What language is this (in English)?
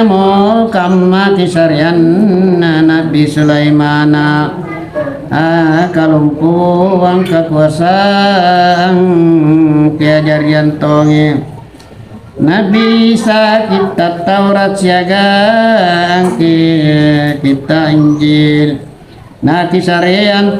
Makasar